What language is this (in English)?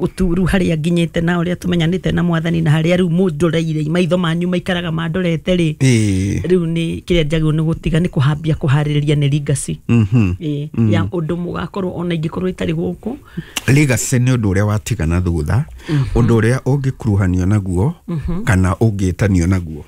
Kikuyu